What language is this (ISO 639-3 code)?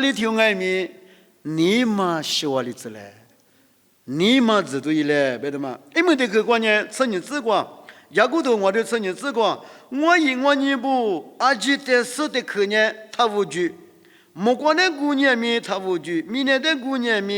lis